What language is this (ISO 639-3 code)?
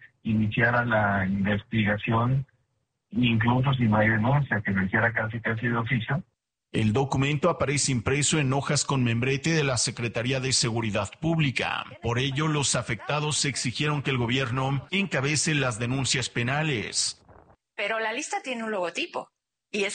spa